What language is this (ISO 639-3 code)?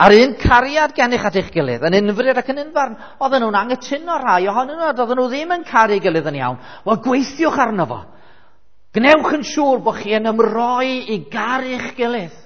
cym